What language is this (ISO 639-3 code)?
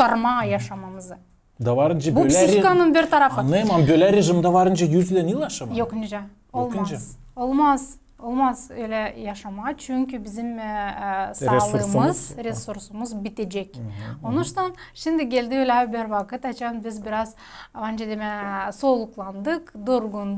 gag